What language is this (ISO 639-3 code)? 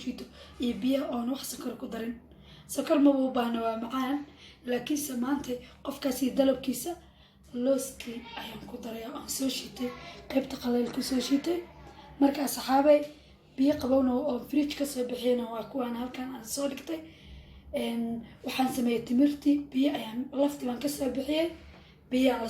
som